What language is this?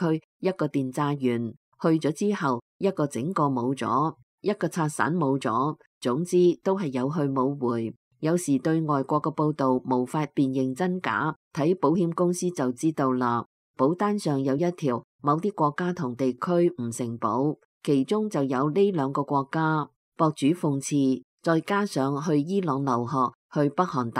Cantonese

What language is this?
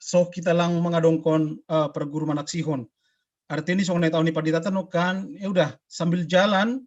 Batak Simalungun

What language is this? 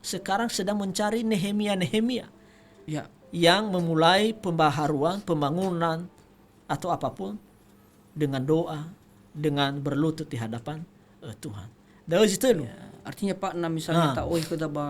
Nias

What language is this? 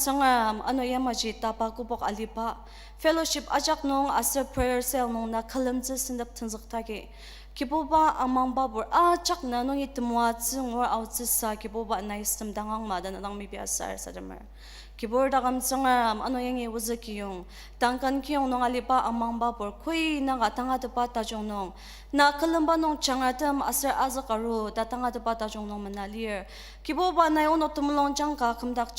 Ao Naga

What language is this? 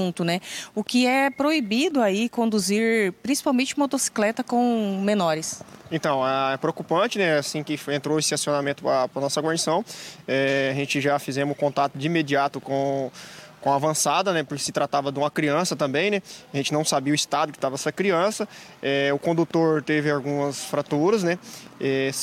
Portuguese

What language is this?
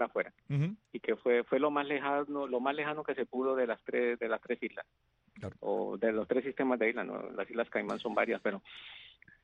Spanish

